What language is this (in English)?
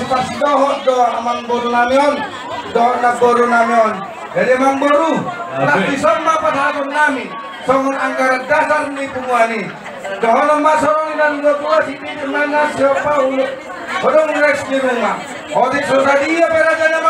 Batak Toba